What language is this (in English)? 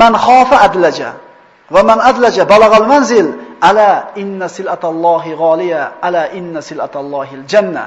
Uzbek